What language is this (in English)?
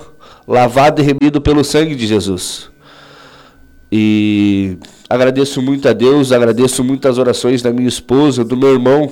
Portuguese